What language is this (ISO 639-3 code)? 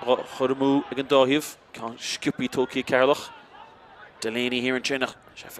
gle